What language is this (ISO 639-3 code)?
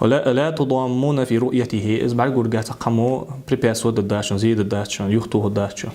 inh